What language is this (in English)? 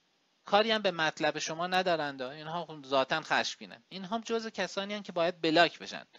Persian